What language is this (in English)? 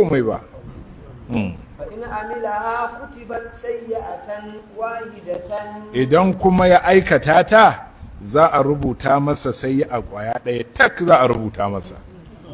Hausa